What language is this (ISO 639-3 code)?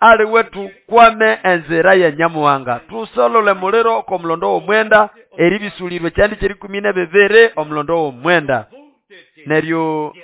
nnb